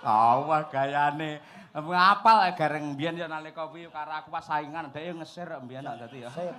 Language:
Javanese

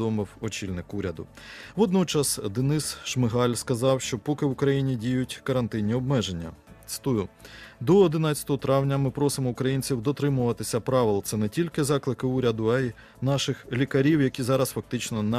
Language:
Ukrainian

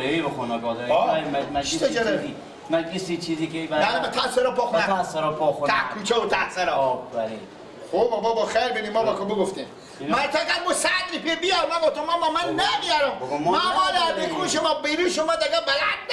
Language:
Persian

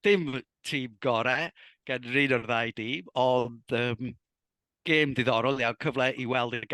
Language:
Welsh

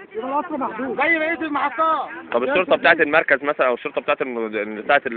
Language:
Egyptian Arabic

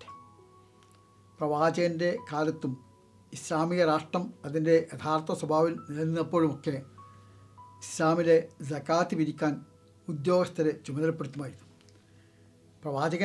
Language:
Malayalam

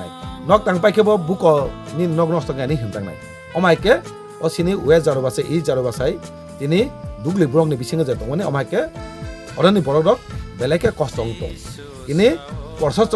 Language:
Kok Borok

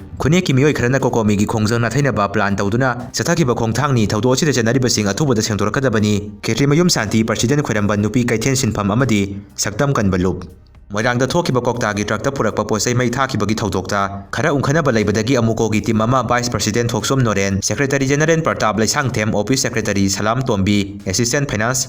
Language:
Manipuri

